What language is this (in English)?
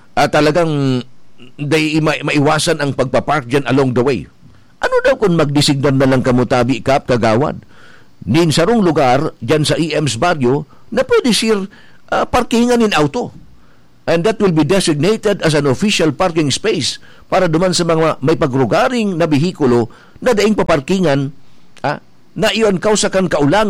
Bikol